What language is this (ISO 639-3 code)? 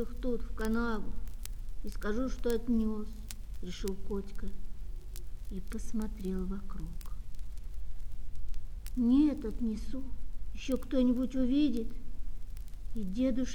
rus